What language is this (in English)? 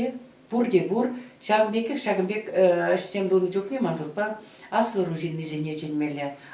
Chuvash